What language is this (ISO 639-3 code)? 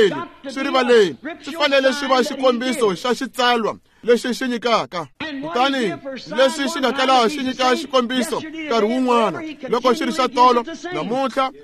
tso